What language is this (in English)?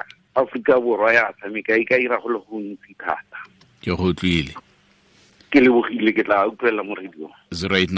Tswana